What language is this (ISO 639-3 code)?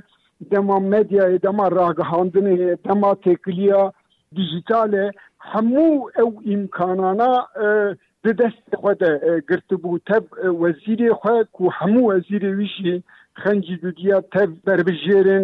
kur